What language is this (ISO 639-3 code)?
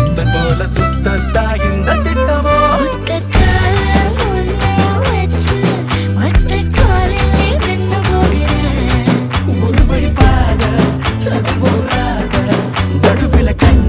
tam